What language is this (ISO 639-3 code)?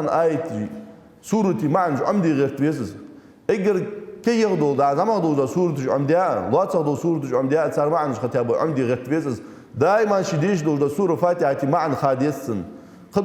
inh